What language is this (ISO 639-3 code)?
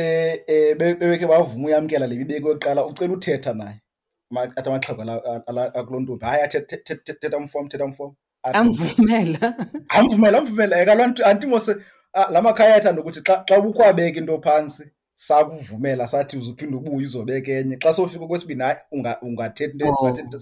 xho